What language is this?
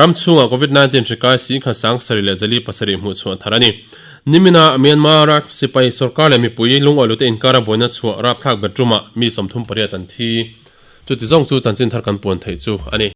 Mizo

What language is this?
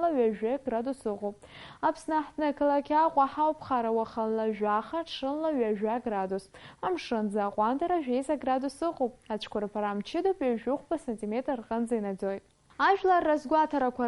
Abkhazian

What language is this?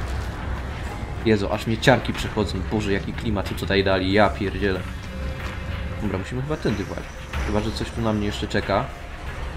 Polish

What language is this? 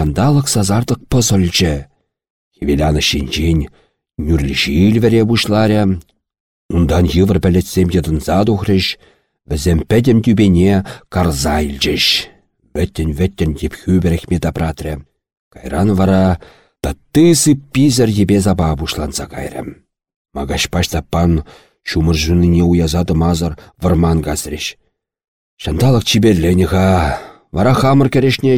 Chuvash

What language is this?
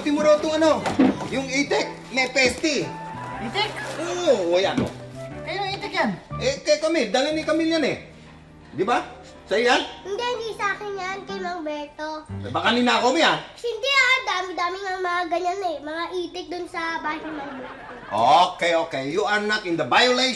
Filipino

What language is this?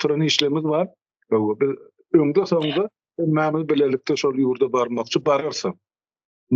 Turkmen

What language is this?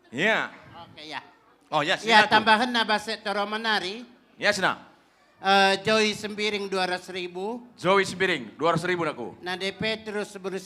Batak Karo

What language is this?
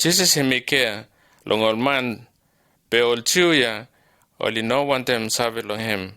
Bislama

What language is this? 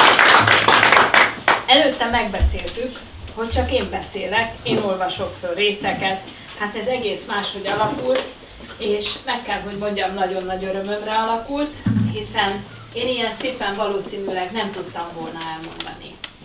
Hungarian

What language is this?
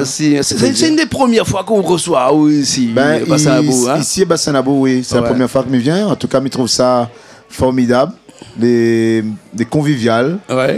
Réunion Creole French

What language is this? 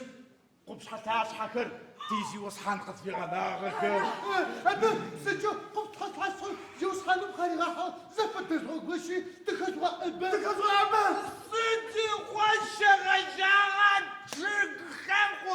Adyghe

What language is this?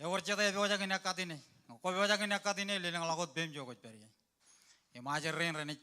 Marshallese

